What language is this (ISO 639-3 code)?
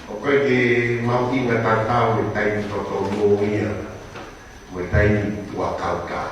ton